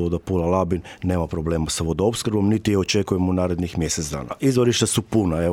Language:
Croatian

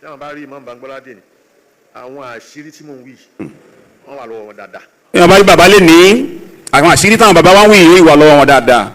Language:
Yoruba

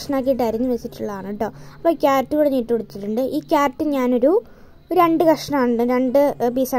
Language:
Malayalam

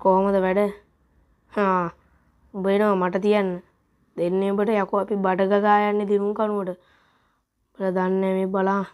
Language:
Sinhala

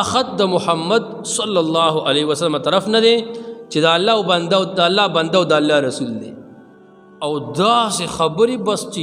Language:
Pashto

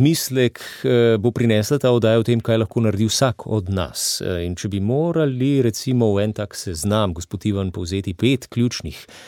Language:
Slovenian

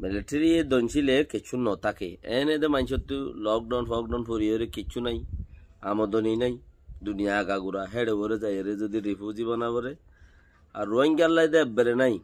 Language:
Rohingya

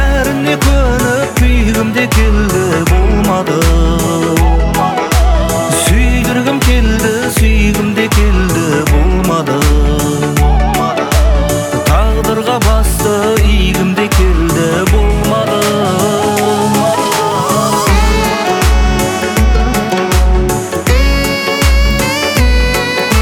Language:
Kazakh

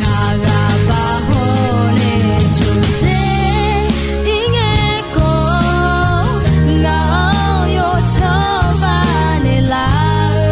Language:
Akha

